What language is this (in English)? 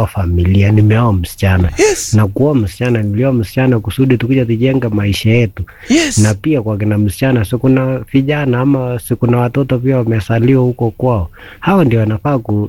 Swahili